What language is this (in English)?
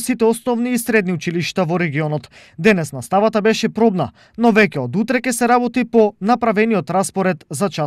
Macedonian